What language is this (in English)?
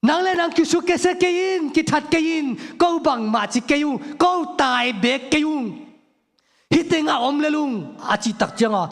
Tedim Chin